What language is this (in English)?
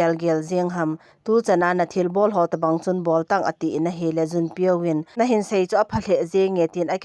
Thado Chin